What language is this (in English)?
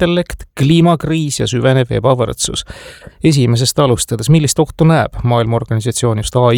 Estonian